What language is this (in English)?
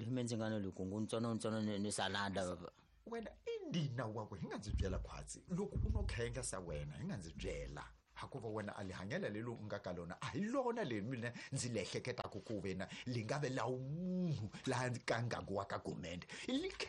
Tsonga